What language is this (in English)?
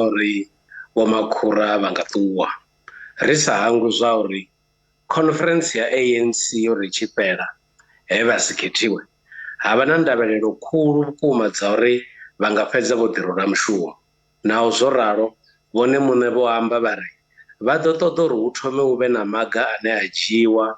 Venda